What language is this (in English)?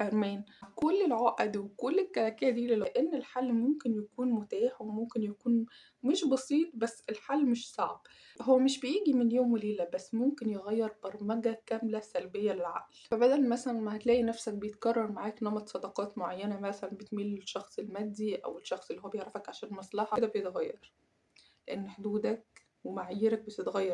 Egyptian Arabic